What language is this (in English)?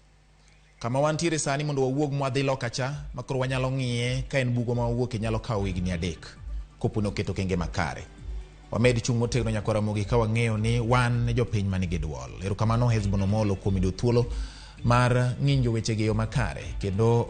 Luo (Kenya and Tanzania)